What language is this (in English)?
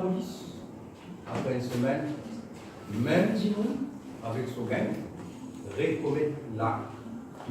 Morisyen